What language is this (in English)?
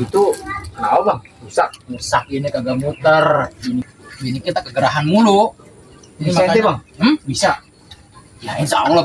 Betawi